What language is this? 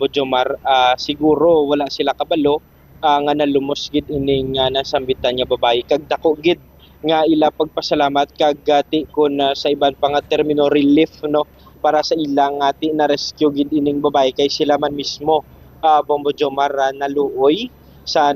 Hiligaynon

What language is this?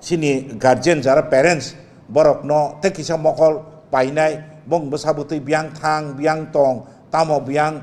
Kok Borok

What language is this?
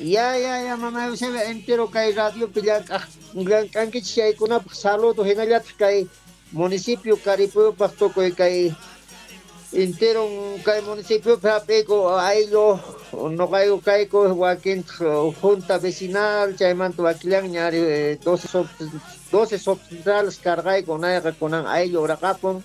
South Bolivian Quechua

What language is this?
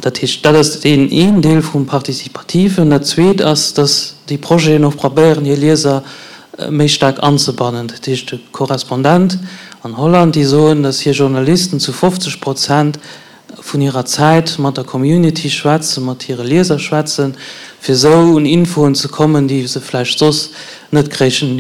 Luxembourgish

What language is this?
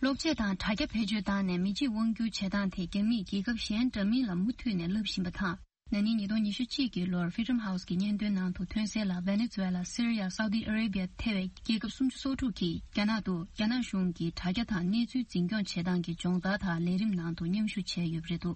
Tibetan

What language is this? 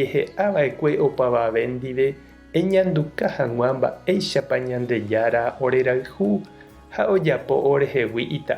Guarani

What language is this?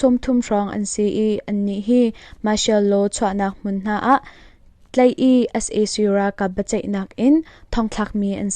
Hakha Chin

